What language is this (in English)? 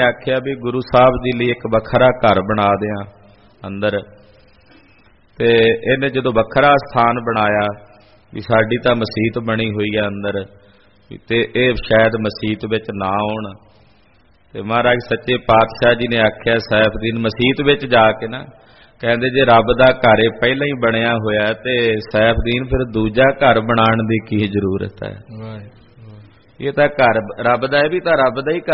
Punjabi